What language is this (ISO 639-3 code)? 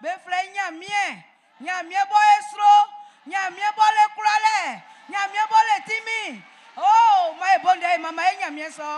bci